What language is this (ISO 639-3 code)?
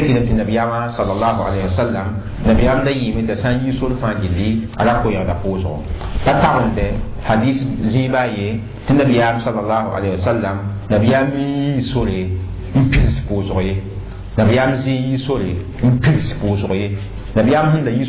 mos